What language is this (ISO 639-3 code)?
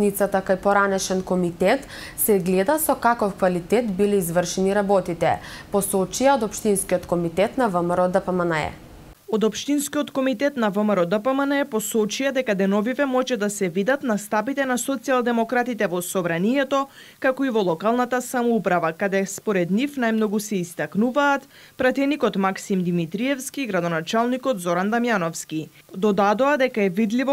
mkd